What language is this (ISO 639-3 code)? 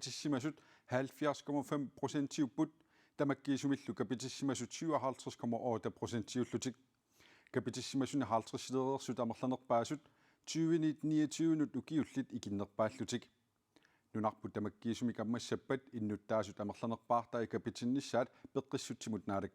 kal